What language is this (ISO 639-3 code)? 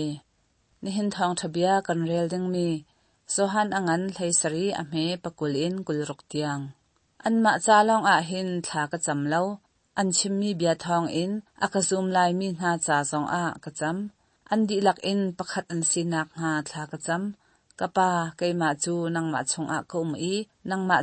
cnh